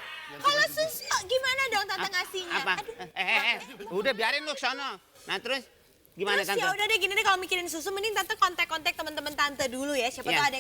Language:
Betawi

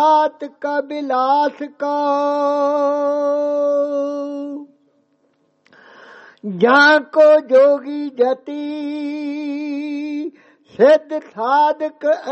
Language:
Punjabi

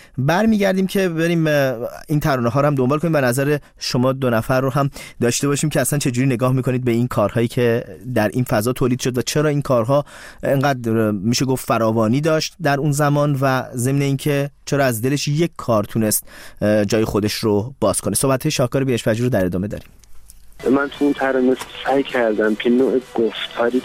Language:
Persian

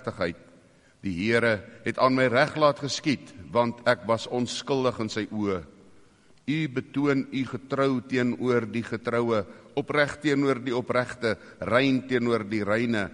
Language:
Afrikaans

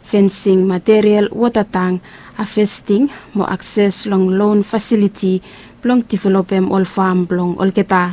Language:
Bislama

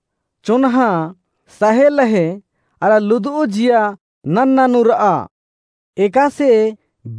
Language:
Kurukh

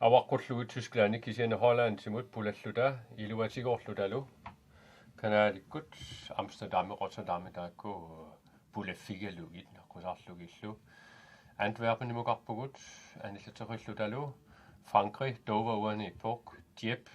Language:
Kalaallisut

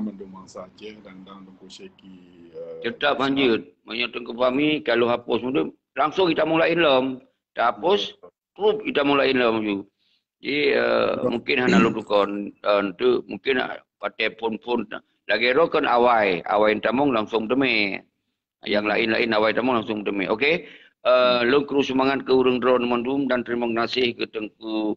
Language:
Achinese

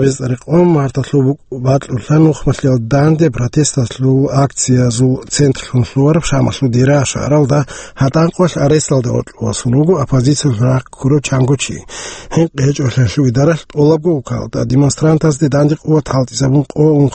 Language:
Avaric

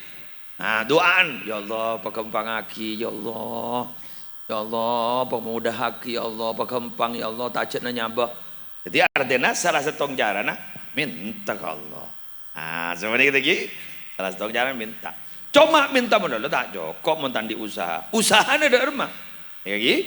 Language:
Madurese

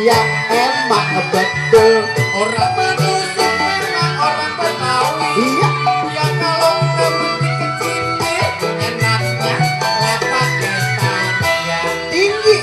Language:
Betawi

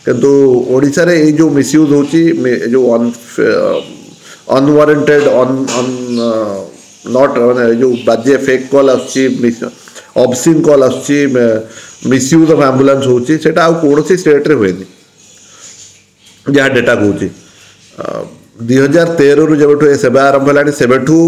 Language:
Odia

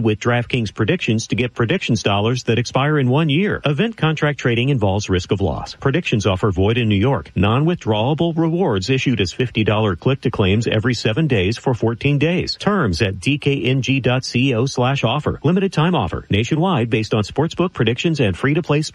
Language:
English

